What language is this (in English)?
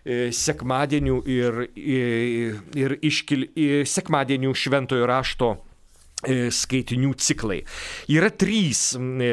Lithuanian